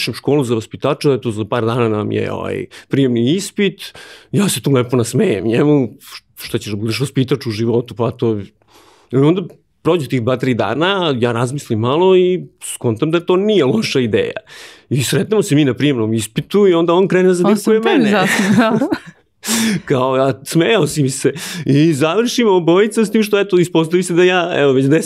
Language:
Serbian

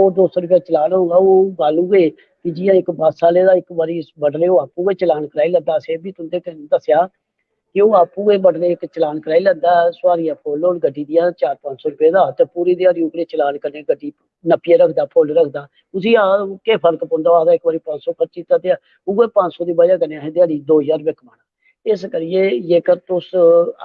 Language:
Dogri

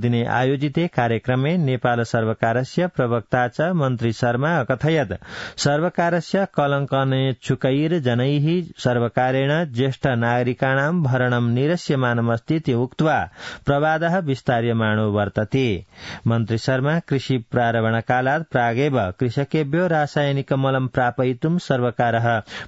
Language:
Sanskrit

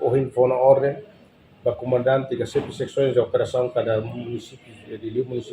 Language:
Tetum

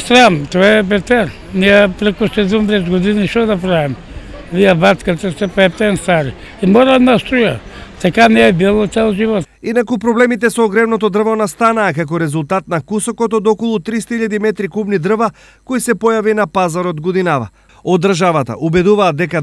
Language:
Macedonian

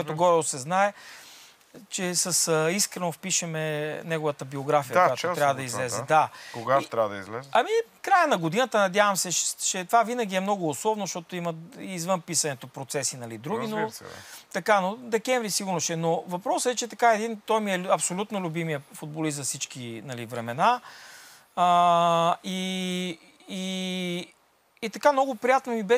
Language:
Bulgarian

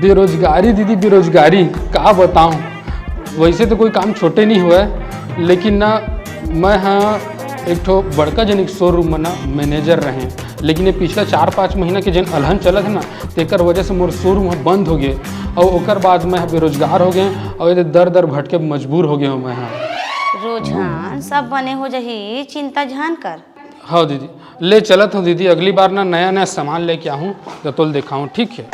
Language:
Chhattisgarhi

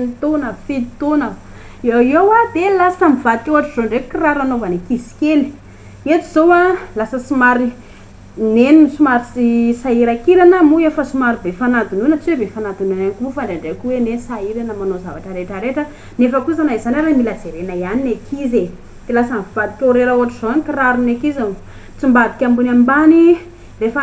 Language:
Malagasy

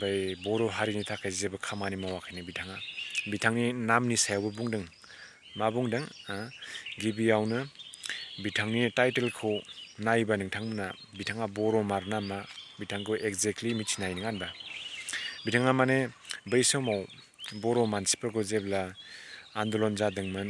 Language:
Bodo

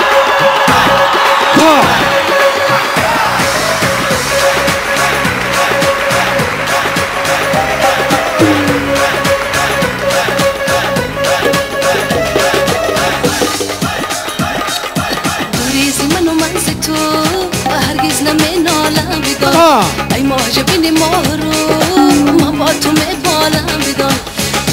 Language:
Persian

